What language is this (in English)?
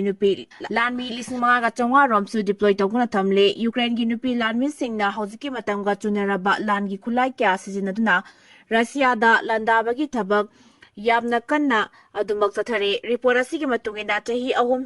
Manipuri